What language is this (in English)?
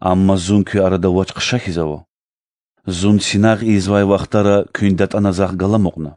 Lezghian